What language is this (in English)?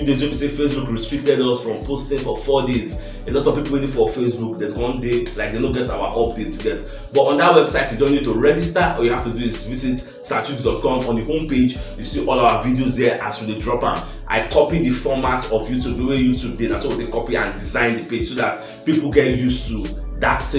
Nigerian Pidgin